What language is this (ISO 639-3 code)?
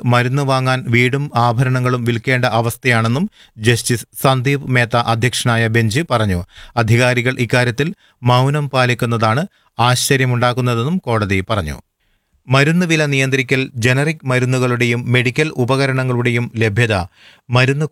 mal